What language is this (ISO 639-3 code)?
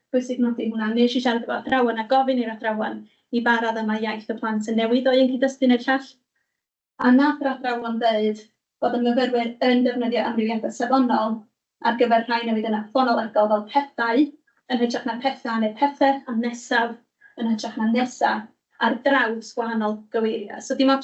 cym